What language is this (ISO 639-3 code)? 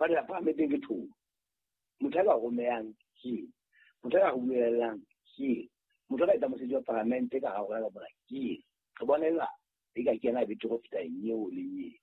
sot